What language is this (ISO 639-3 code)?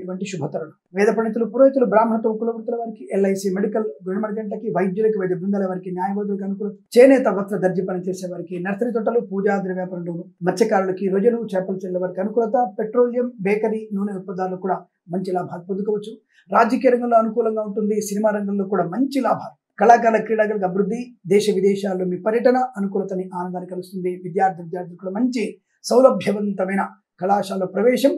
tel